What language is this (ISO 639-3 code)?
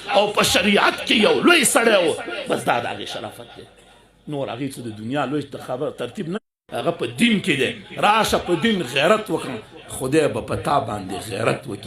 pus